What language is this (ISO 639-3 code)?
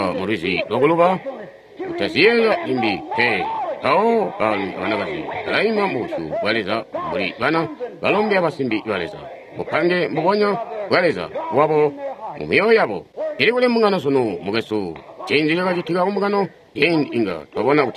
toi